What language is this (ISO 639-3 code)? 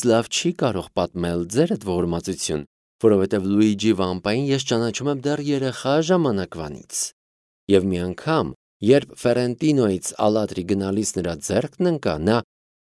hye